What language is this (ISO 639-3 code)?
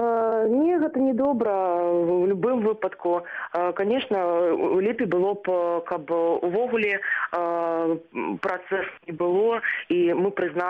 bel